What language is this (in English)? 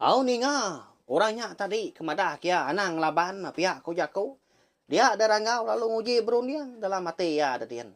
Iban